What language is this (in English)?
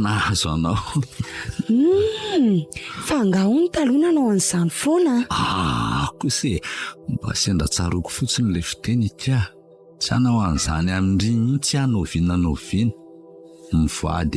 Malagasy